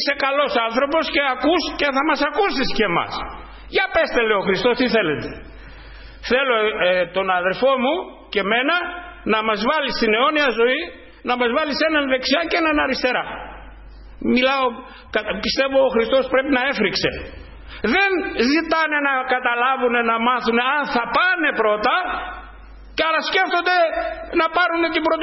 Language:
Greek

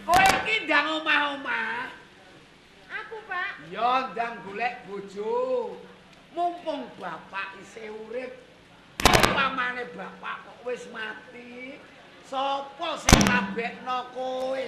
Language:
Javanese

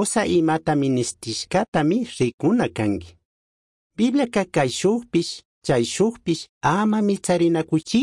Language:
Chimborazo Highland Quichua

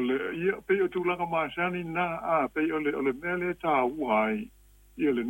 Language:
Samoan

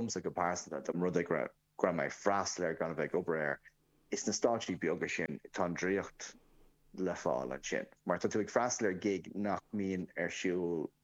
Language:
Irish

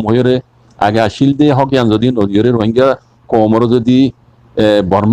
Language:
Rohingya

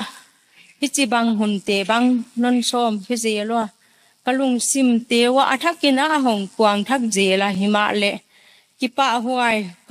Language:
Tedim Chin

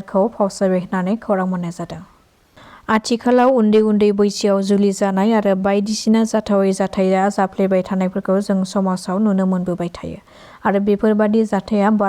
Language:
Bodo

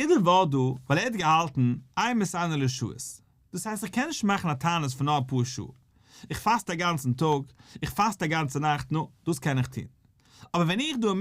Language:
Yiddish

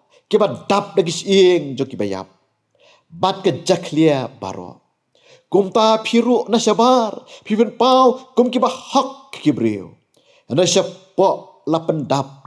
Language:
Khasi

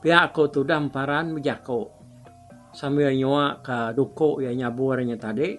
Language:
Iban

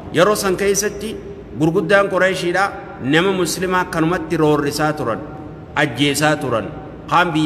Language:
Oromo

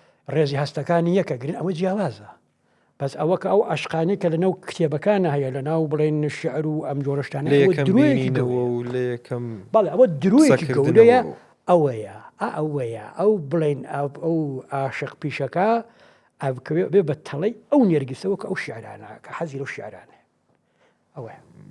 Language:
Central Kurdish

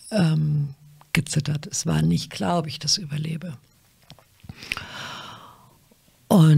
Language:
German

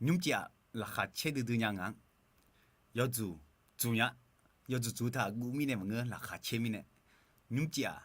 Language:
Akha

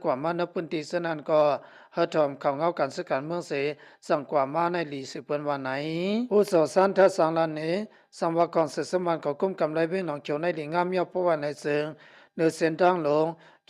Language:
Shan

